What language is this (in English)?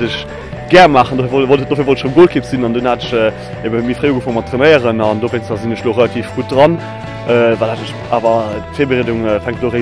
Luxembourgish